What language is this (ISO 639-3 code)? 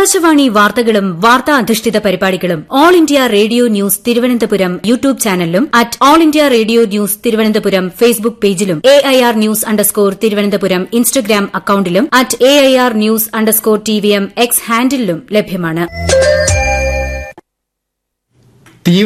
mal